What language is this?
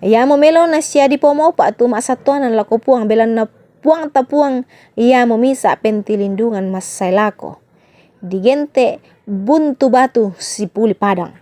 Toraja-Sa'dan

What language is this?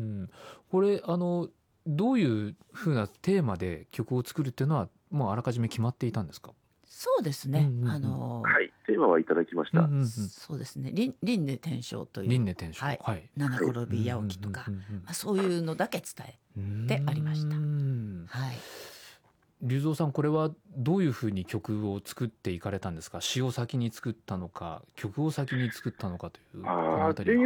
Japanese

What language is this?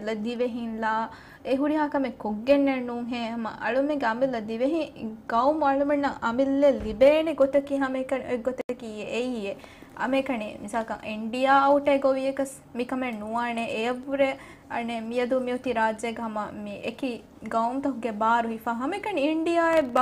Divehi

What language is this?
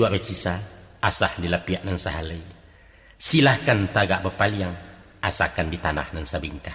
Minangkabau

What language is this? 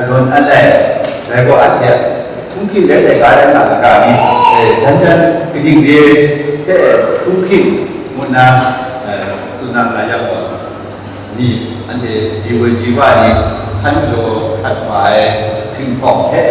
Kachin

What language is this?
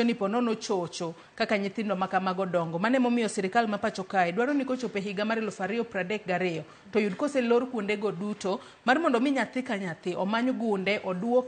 Luo (Kenya and Tanzania)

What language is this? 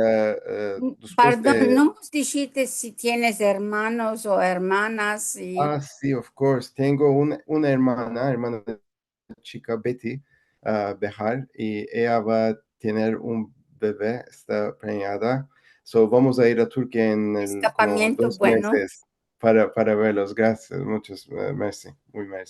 Ladino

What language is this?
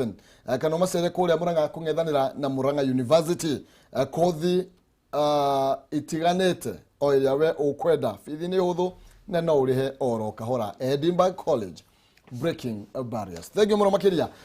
Kikuyu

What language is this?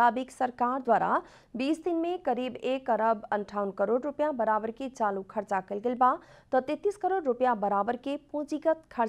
Bhojpuri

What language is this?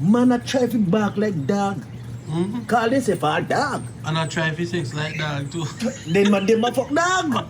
Jamaican Creole English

